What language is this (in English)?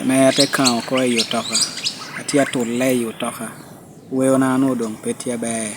Lango (Uganda)